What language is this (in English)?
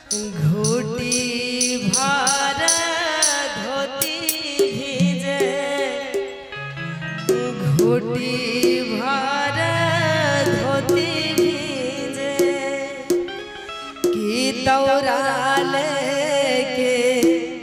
Bhojpuri